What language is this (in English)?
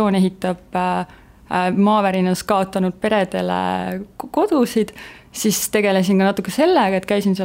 Estonian